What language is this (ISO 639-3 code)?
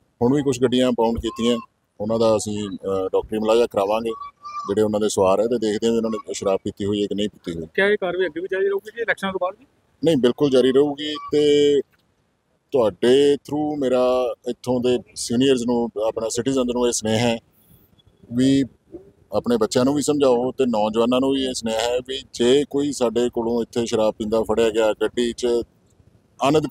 pan